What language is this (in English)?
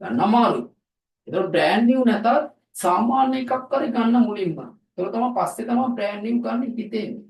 Sinhala